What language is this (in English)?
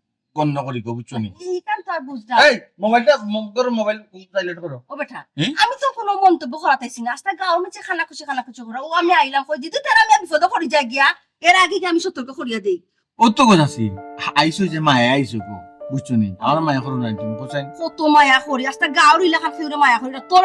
Sylheti